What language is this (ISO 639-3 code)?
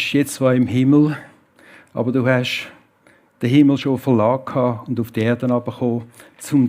gsw